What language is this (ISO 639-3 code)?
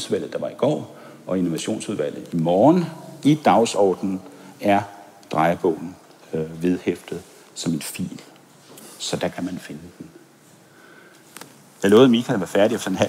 dan